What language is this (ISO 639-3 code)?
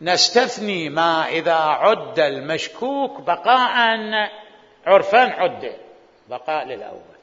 acm